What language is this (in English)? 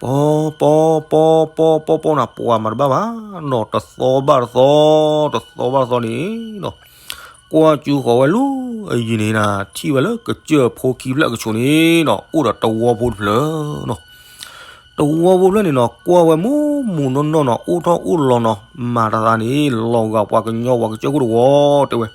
S'gaw Karen